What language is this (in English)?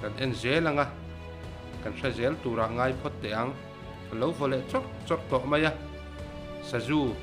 Mizo